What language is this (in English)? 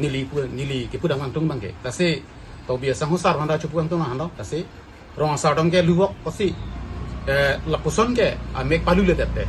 Karbi